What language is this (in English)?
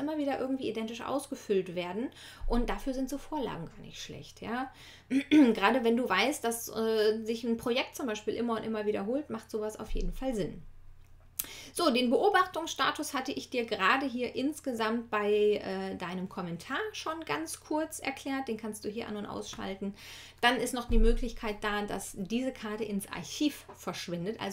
German